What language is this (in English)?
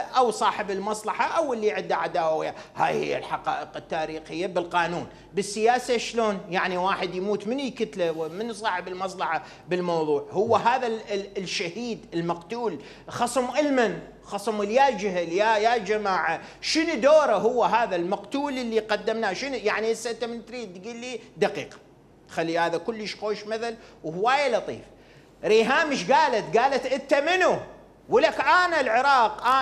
Mesopotamian Arabic